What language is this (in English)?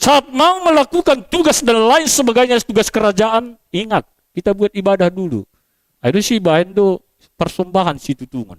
Batak Simalungun